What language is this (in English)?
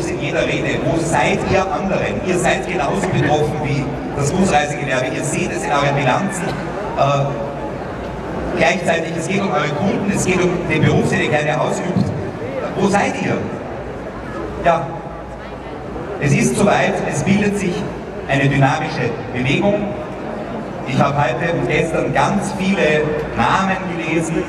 German